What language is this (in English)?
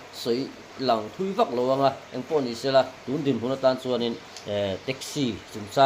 Mizo